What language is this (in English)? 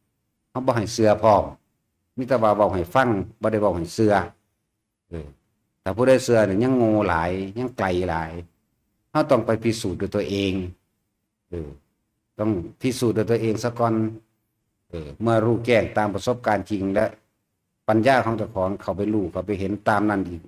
Northeastern Thai